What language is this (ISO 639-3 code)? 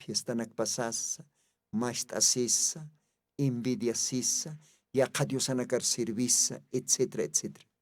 aym